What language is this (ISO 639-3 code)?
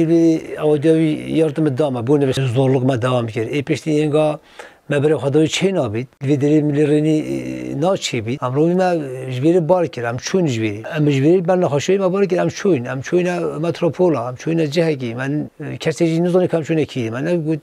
kur